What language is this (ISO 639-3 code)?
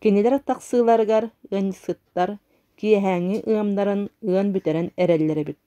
sah